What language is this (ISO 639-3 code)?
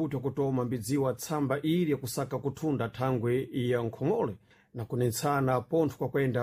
seh